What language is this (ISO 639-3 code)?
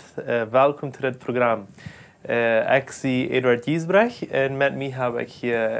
pdt